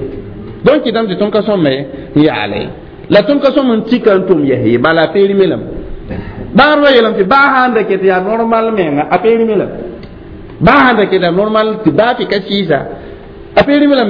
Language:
Mossi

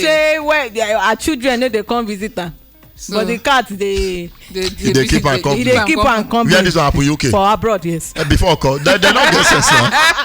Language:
Nigerian Pidgin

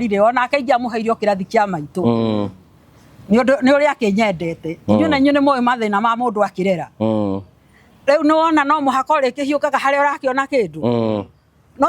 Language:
Kikuyu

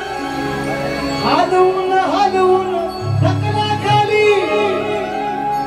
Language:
Marathi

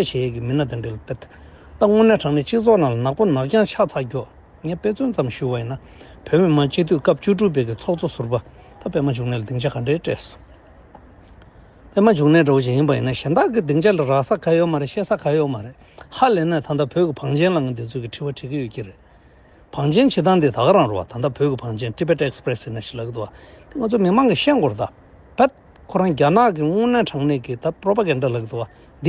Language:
Tibetan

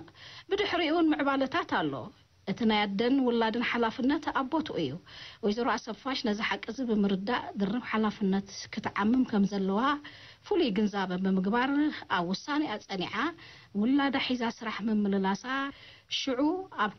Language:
Tigrinya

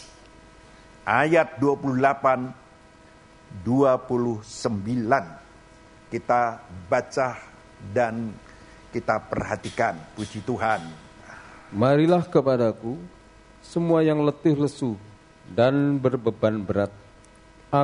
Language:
Indonesian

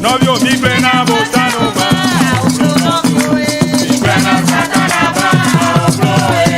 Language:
Ewe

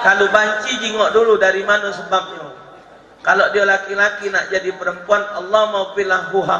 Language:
Musi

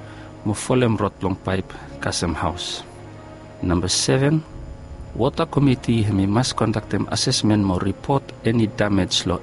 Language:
Bislama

